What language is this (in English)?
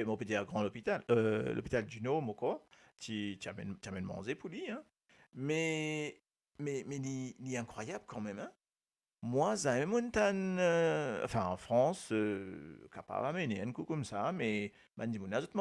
Morisyen